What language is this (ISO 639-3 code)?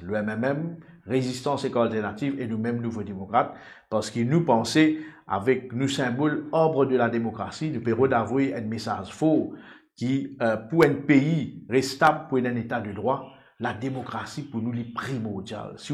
mfe